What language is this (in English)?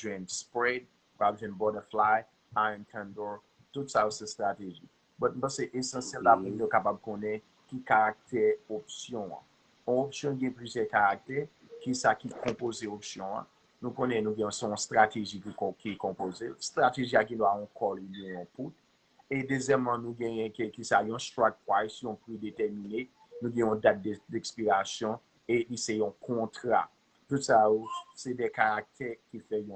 Haitian Creole